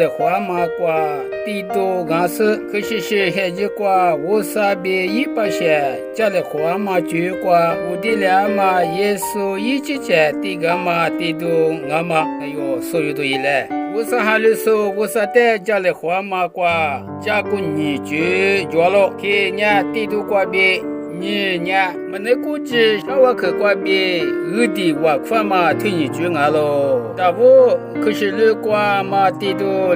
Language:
Lisu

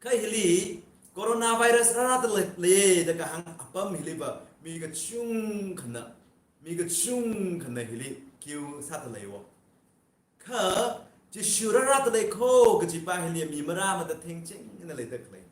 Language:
Tangkhul Naga (India)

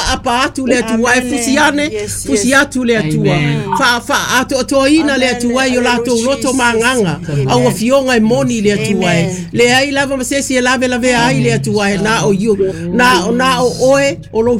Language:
Samoan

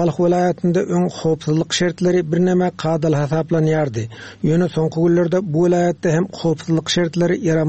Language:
Turkmen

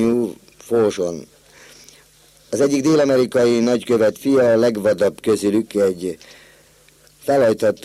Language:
Hungarian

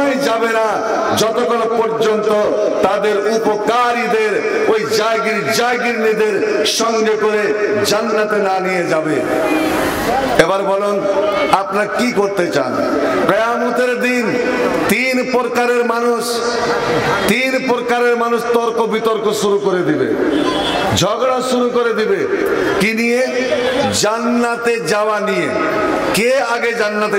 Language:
Bangla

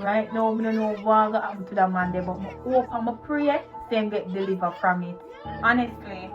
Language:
Jamaican Creole English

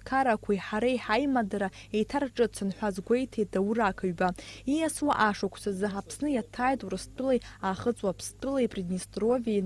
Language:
Abkhazian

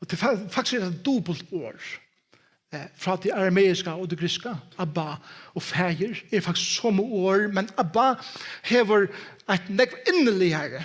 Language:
Faroese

